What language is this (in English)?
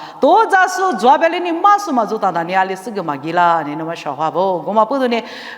Lisu